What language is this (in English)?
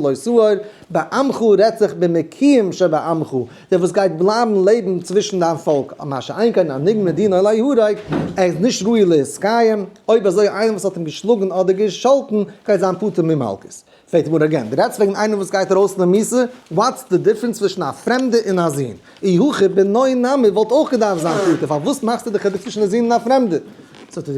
Yiddish